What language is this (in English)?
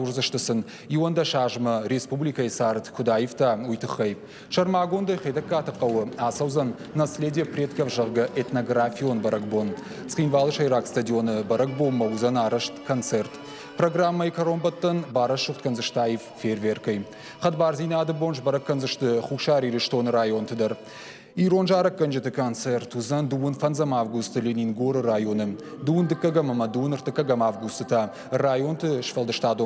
Ossetic